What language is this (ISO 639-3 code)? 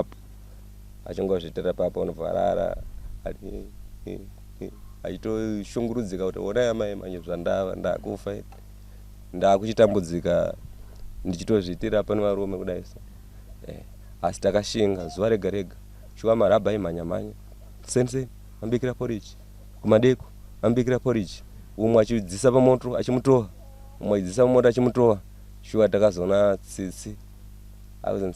sna